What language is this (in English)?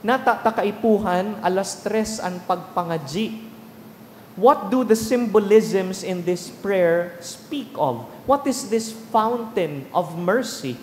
Bikol